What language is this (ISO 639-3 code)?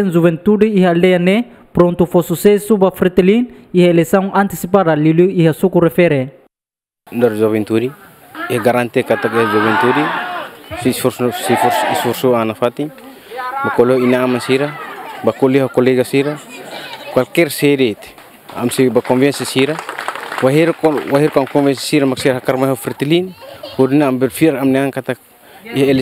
tet